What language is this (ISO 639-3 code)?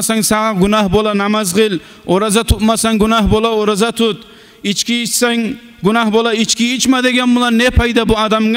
kum